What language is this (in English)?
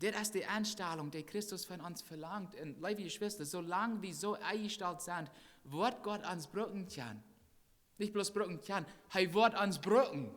Plautdietsch